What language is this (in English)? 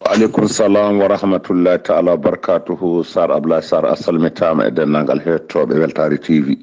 Fula